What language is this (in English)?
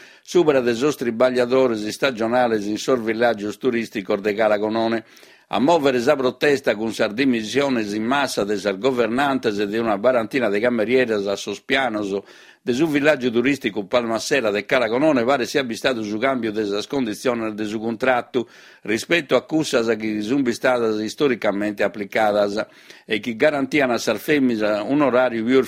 Sardinian